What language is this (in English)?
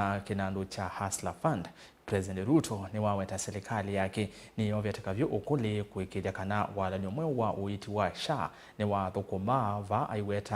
Kamba